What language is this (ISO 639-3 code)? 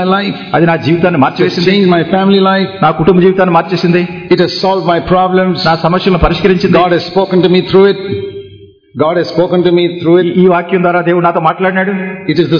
tel